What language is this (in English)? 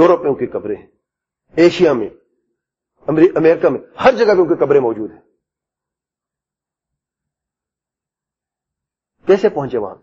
Urdu